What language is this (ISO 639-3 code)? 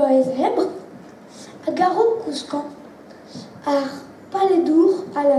bre